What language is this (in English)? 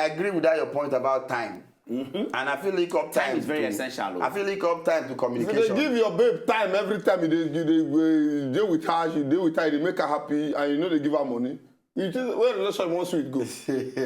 Nigerian Pidgin